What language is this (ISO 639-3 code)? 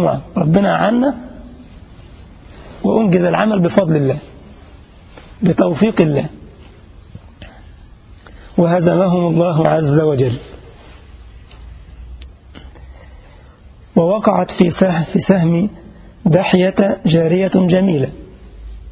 ara